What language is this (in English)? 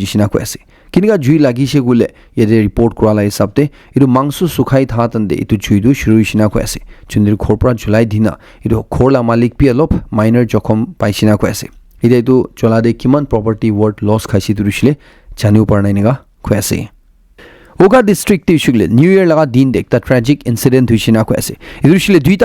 Naga Pidgin